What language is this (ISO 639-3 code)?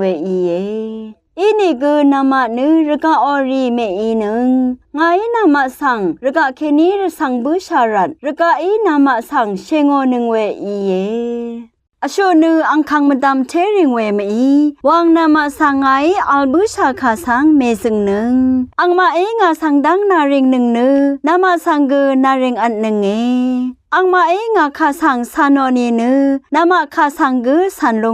raw